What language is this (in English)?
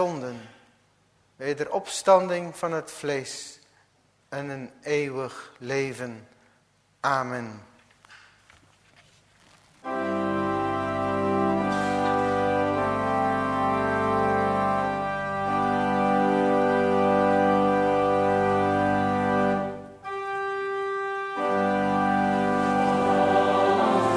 Dutch